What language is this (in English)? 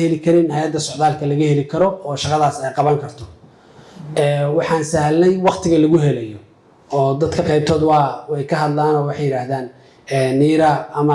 Somali